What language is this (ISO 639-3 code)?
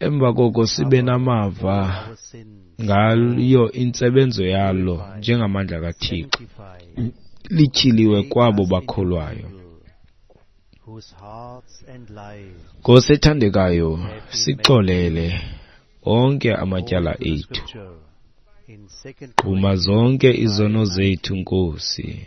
xho